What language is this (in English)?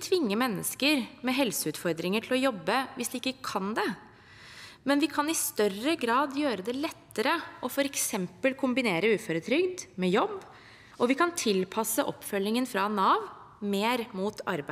Norwegian